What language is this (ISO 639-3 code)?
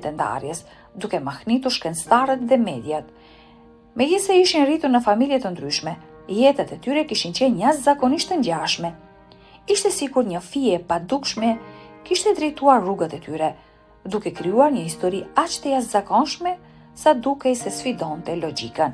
sqi